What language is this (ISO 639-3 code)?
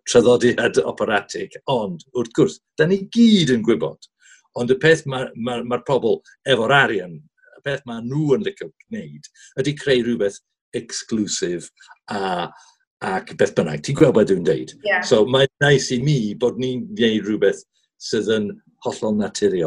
cym